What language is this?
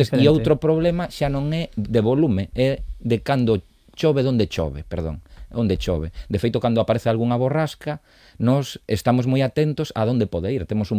Galician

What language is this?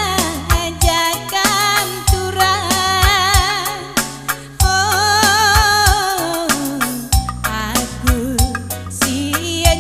Batak Karo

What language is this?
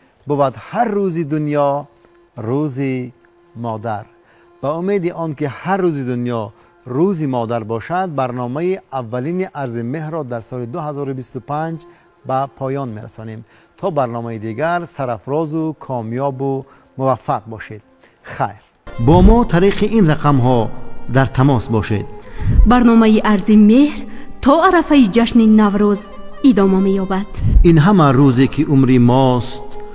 Tajik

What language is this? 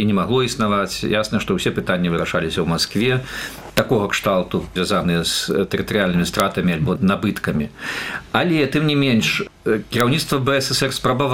Belarusian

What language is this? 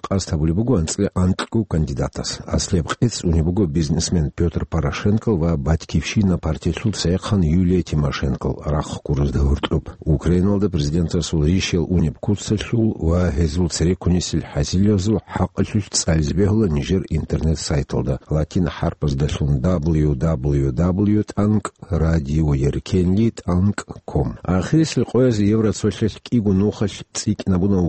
Avaric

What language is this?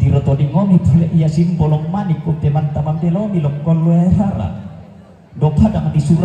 Toraja-Sa'dan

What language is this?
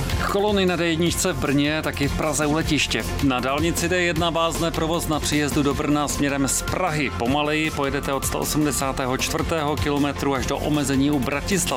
Czech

